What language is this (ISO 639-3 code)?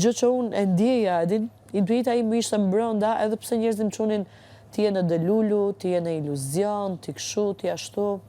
sqi